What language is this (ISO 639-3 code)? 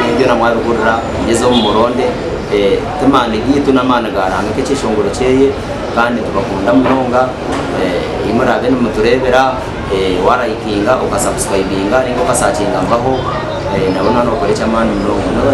nyn